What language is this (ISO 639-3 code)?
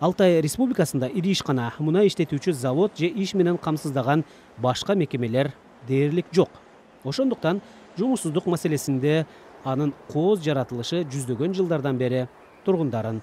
kir